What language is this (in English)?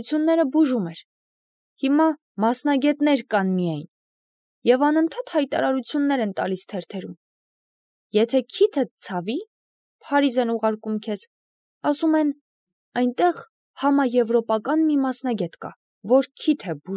Armenian